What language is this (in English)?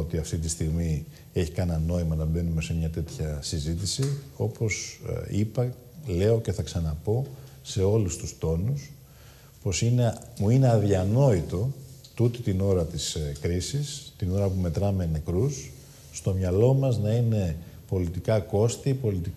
Greek